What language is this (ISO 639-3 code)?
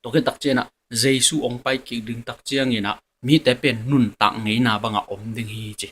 ctd